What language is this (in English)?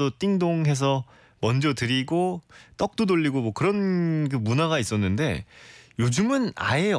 Korean